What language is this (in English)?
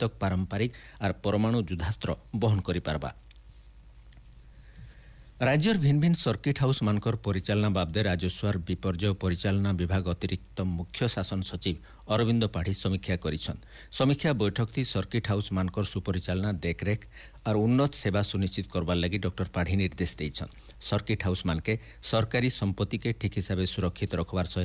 Odia